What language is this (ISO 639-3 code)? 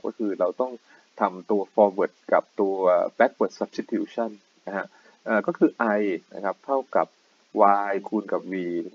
tha